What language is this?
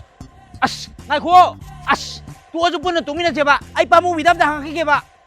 Manipuri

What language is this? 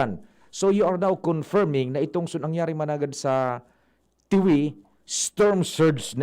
Bikol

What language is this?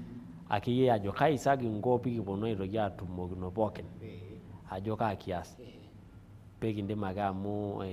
Masai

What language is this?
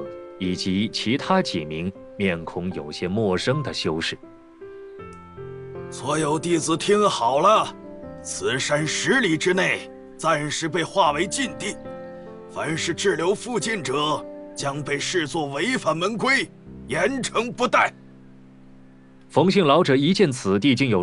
Chinese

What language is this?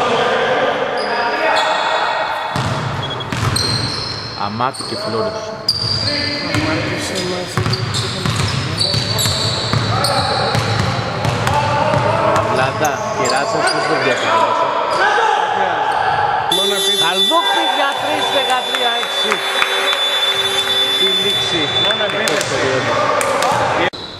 Greek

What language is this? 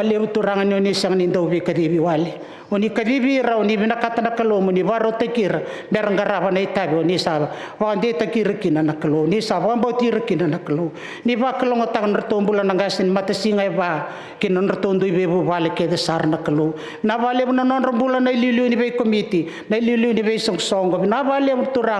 Fijian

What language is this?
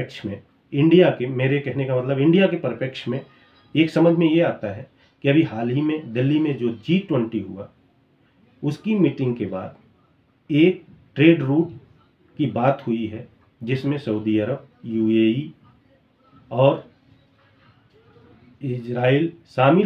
Hindi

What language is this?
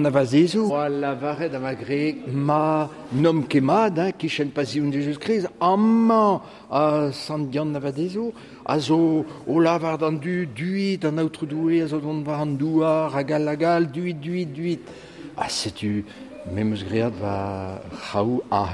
Breton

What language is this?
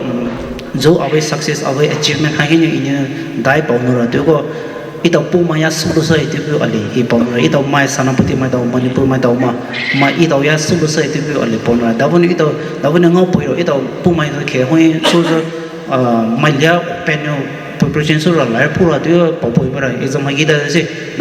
Poumei Naga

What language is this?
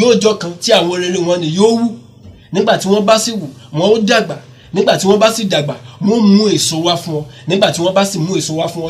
Yoruba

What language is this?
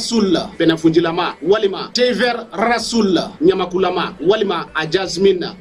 Bambara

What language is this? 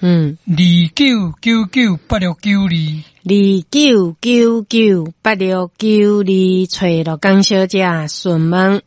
Min Nan Chinese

